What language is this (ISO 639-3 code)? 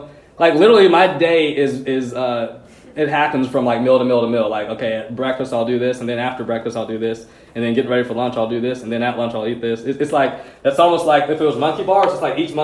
eng